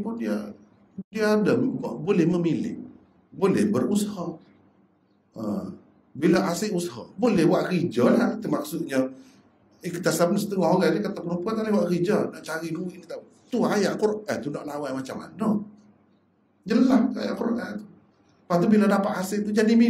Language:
Malay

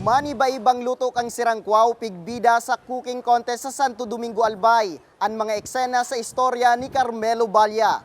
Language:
Bikol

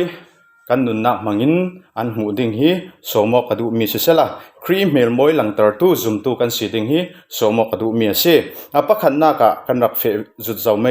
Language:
Falam Chin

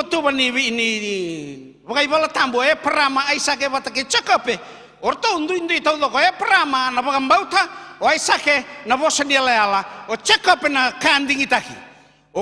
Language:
Fijian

